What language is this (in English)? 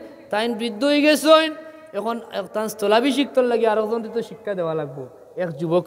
Sylheti